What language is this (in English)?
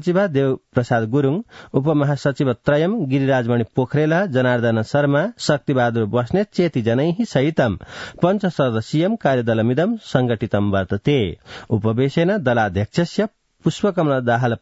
Sanskrit